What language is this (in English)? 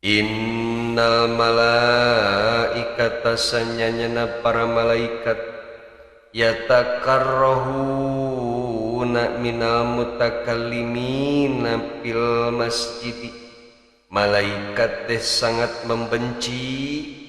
Sundanese